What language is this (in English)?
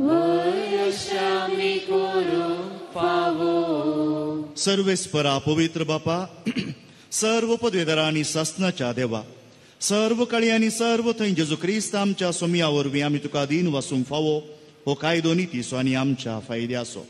Konkani